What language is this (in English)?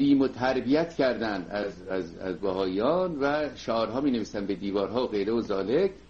Persian